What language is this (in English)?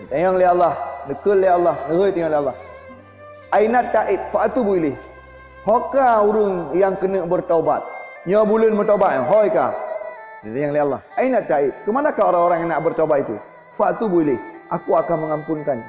Achinese